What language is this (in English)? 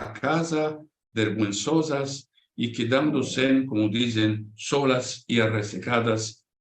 Ladino